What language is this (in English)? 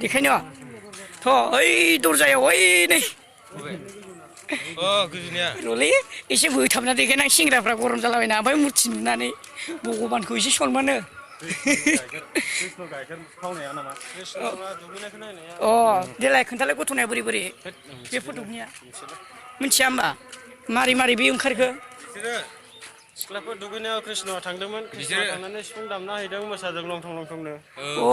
Bodo